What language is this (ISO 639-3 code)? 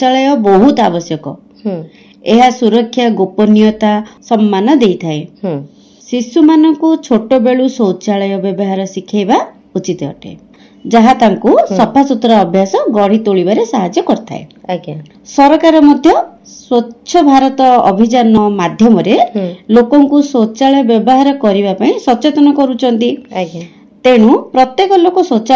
ori